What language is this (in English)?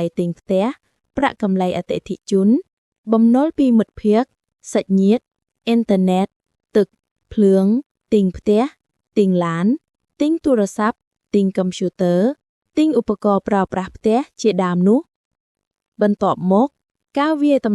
Khmer